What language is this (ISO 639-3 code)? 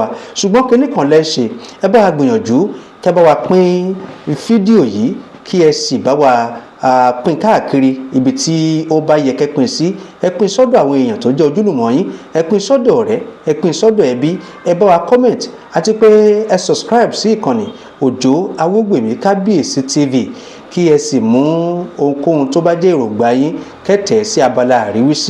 yor